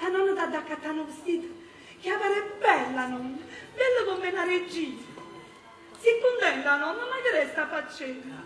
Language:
Neapolitan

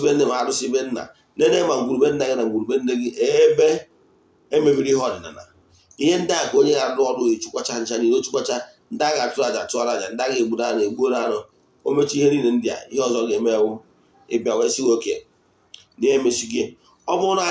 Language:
Igbo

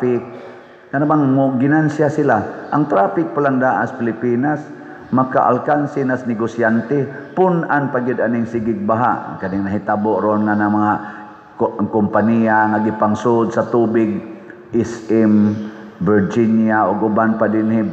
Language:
Cebuano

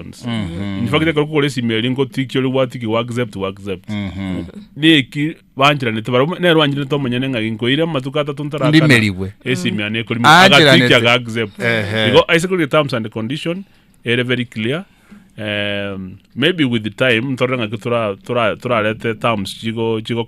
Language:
Gusii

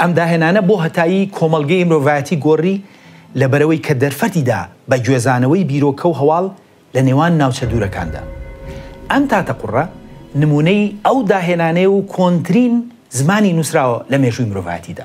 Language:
Central Kurdish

